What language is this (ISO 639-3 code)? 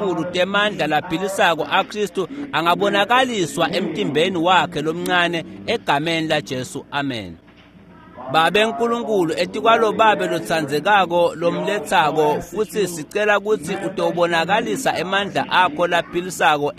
ssw